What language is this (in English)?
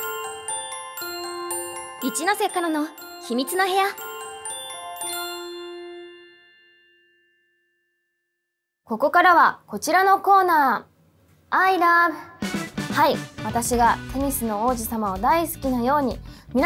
Japanese